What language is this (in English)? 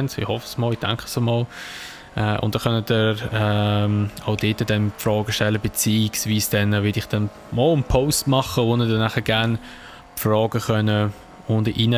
Swiss German